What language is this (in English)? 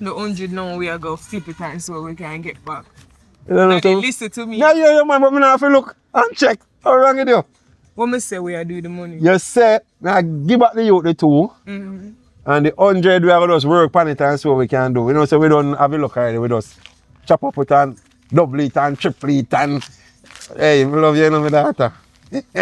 Jamaican Creole English